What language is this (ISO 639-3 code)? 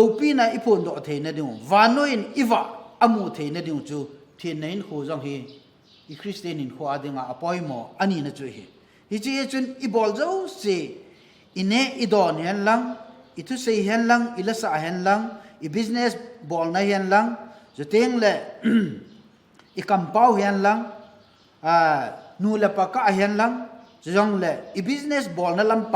tcz